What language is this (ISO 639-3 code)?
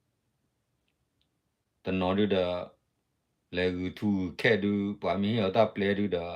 ksw